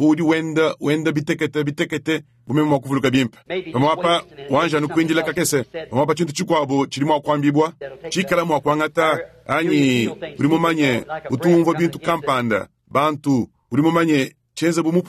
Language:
Luba-Lulua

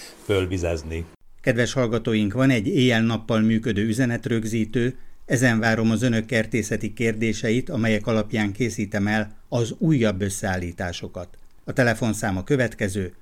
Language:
Hungarian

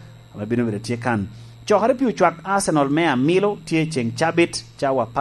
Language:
Lango (Uganda)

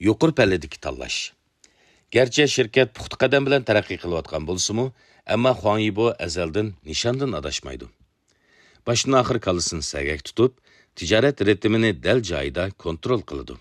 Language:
Uyghur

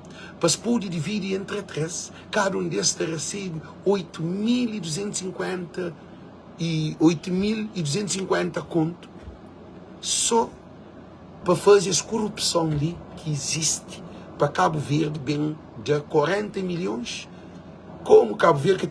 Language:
Kabuverdianu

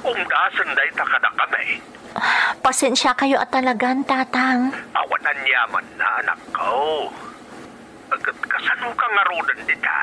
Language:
Iloko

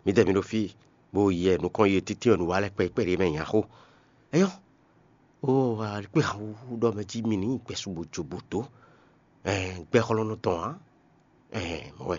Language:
Fon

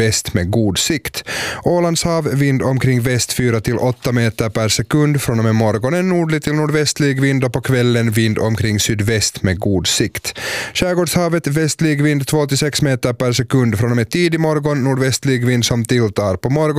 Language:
Swedish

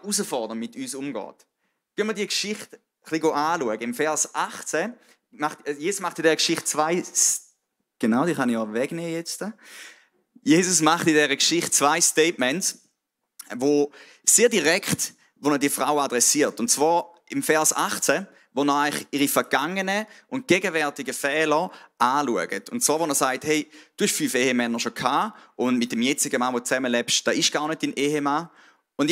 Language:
Swiss German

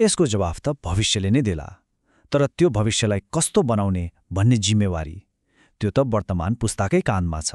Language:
Nepali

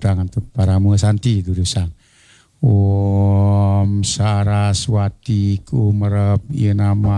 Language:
Balinese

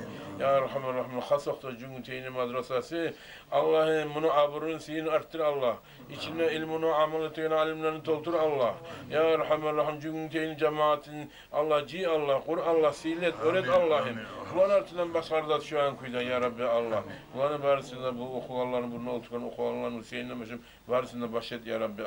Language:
Kumyk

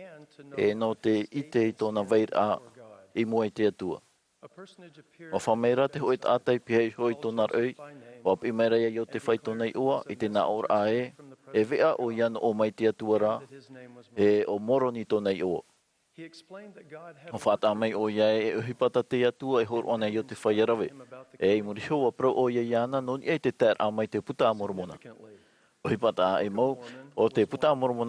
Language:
Tahitian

